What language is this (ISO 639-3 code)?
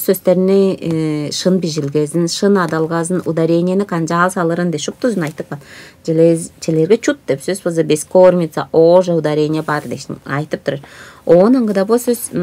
tyv